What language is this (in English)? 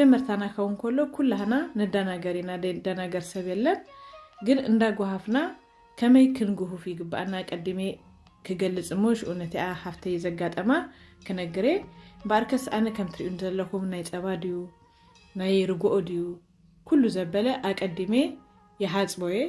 Tigrinya